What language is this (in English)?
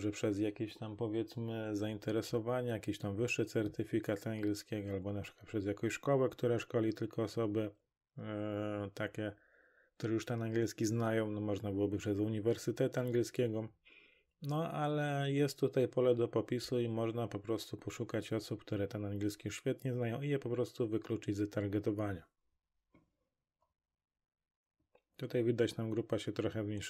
Polish